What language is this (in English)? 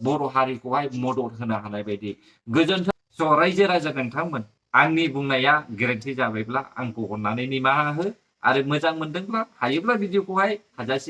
Bodo